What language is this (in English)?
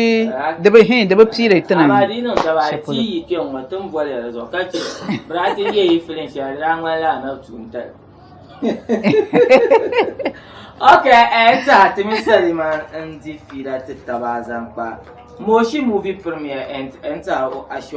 Dagbani